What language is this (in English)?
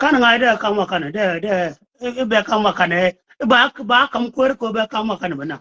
Nuer